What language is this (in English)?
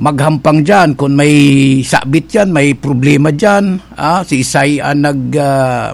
Bikol